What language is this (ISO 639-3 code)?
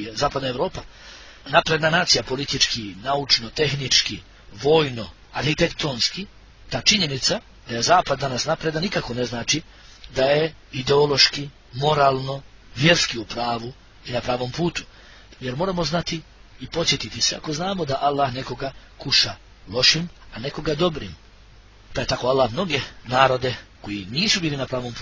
bos